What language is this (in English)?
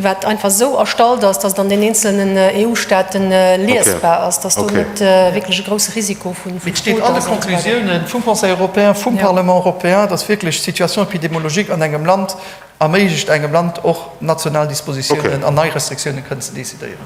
Luxembourgish